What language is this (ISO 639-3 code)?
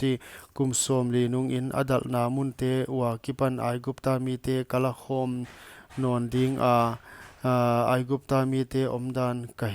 pck